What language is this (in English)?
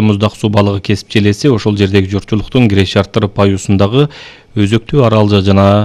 Kyrgyz